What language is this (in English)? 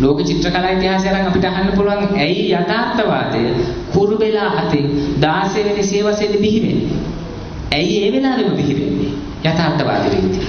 Sinhala